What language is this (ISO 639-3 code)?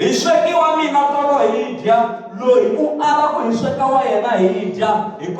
tso